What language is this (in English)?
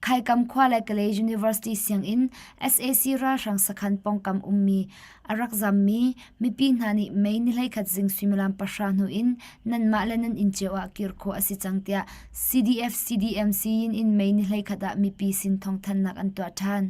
Hakha Chin